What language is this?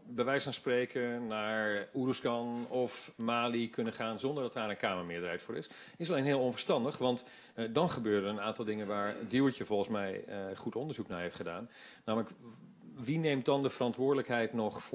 Dutch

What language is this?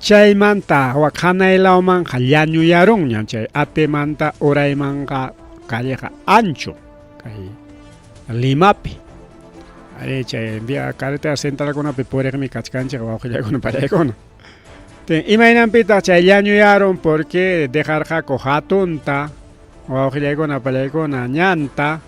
Ayacucho Quechua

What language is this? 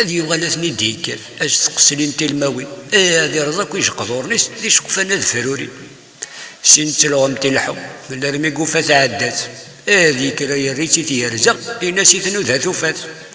Kabyle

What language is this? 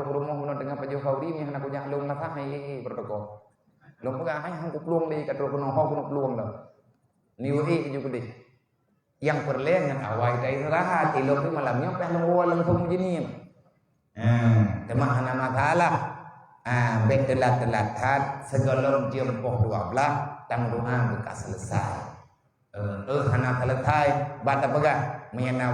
Achinese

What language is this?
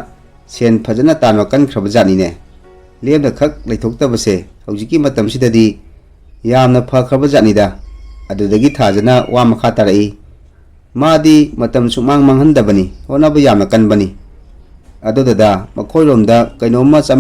Manipuri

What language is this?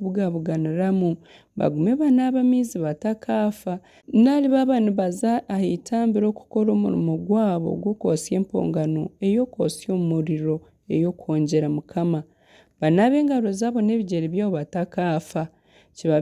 Nyankole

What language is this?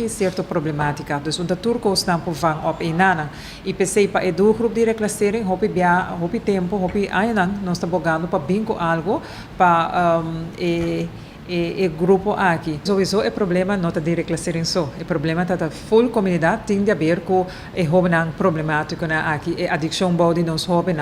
Papiamento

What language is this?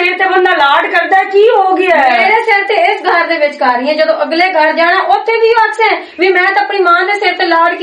Western Panjabi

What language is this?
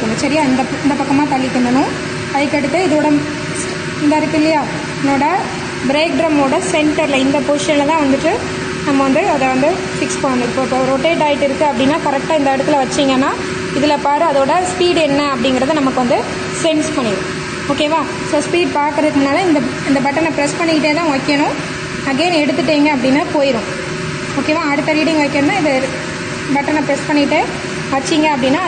Tamil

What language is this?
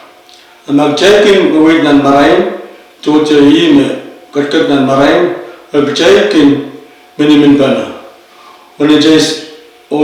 Pohnpeian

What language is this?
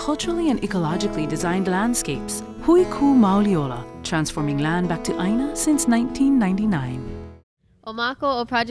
Hawaiian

